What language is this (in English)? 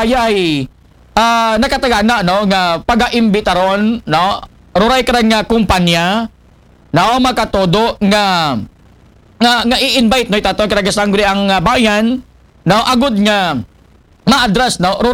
Aklanon